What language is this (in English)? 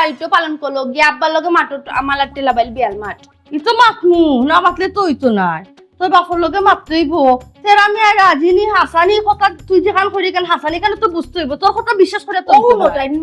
Sylheti